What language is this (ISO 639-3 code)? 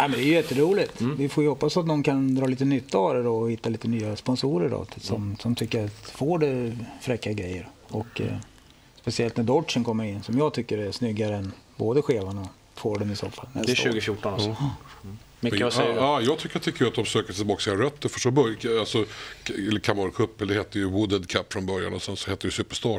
swe